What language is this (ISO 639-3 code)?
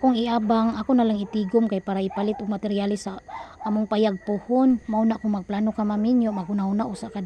ceb